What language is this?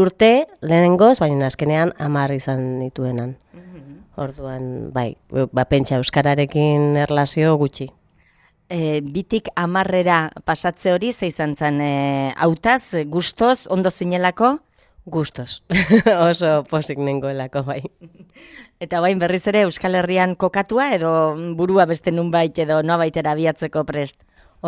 Basque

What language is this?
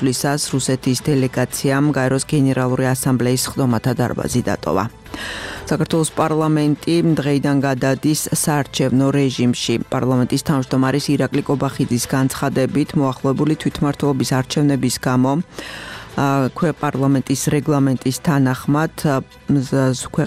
Georgian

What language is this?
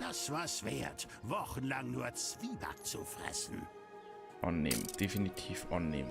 Bavarian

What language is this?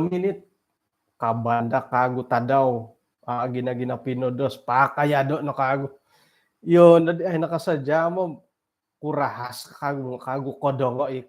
Central Dusun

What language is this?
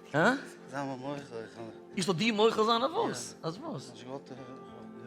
Yiddish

